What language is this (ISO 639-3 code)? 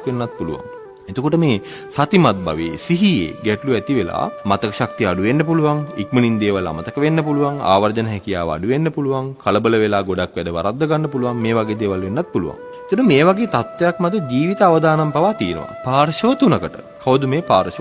sin